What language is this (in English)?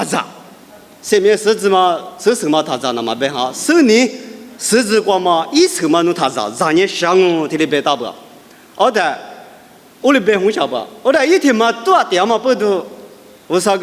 Lisu